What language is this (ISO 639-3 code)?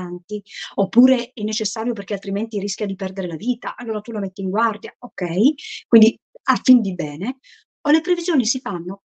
ita